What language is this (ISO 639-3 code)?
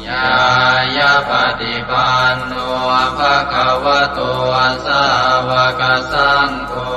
pli